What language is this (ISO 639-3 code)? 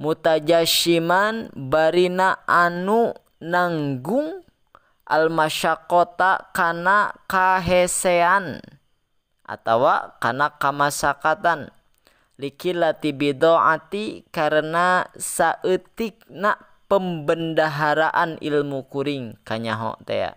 sun